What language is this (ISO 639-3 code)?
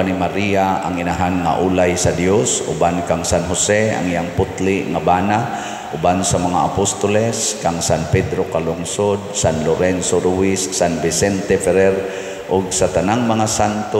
ceb